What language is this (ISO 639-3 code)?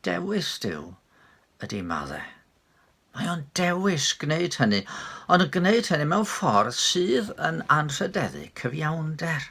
cym